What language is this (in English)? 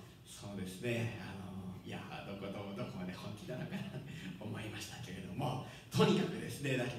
Japanese